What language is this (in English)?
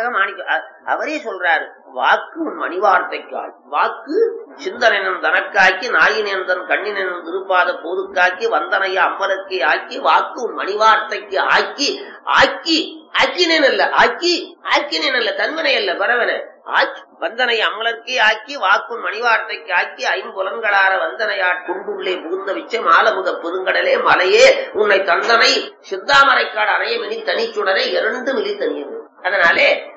Tamil